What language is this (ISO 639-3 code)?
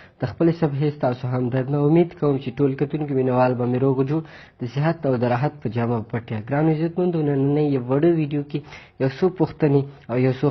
pus